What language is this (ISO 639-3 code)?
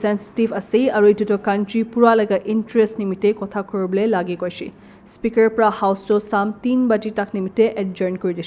nag